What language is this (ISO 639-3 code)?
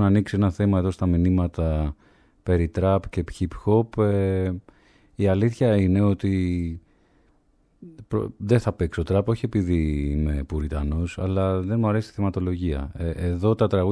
ell